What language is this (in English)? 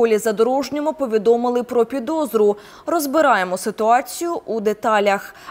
Ukrainian